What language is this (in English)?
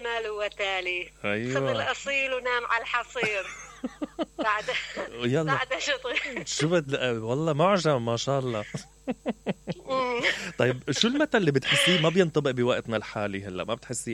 Mesopotamian Arabic